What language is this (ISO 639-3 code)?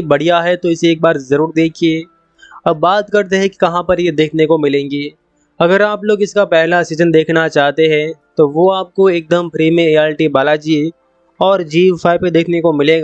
hin